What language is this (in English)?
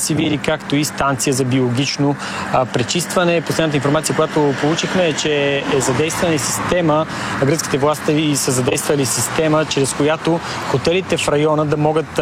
Bulgarian